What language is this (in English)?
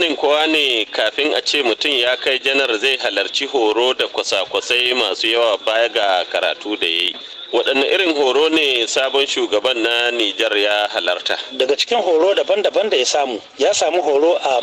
Hausa